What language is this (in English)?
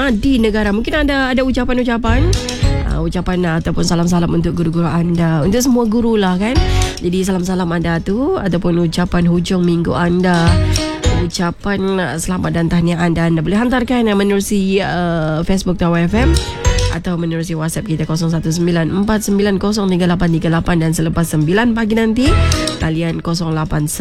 Malay